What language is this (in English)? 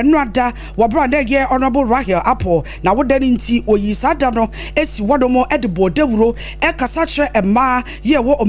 Akan